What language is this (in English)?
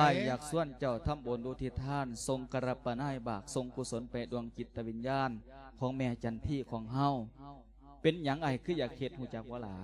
Lao